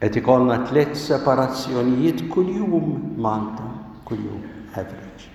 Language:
Maltese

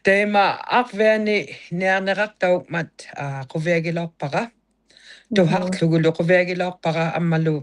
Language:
Inuktitut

